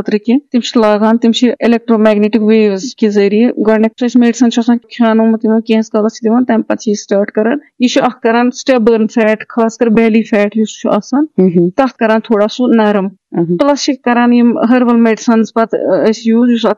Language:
Kashmiri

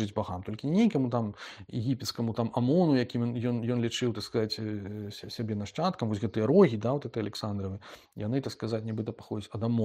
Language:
Belarusian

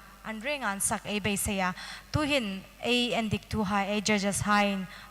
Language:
Hmar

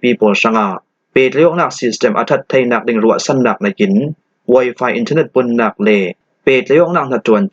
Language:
Falam Chin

